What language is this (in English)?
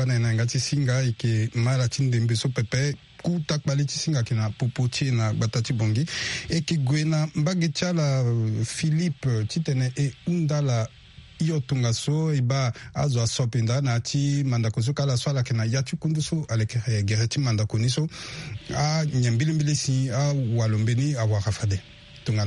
Sango